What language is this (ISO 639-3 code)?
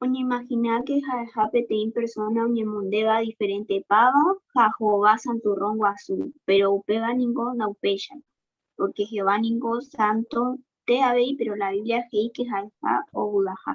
grn